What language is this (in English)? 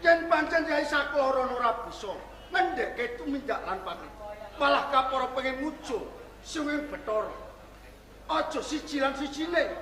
Javanese